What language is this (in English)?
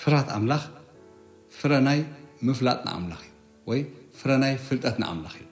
Tigrinya